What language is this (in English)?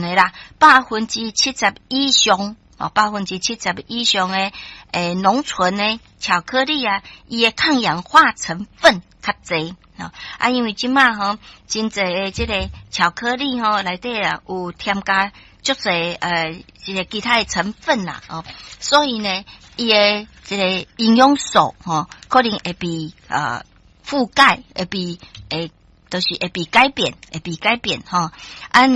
Min Nan Chinese